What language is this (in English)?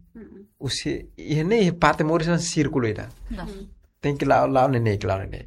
Tetum